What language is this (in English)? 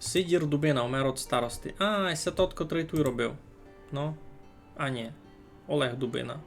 Rusyn